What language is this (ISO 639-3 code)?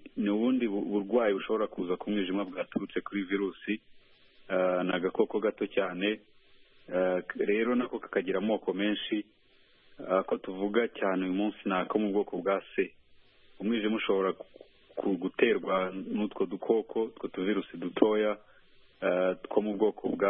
kin